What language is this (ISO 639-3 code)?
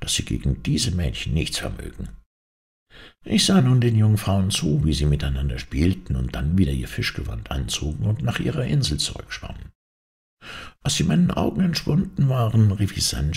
deu